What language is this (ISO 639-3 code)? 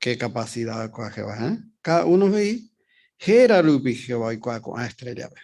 grn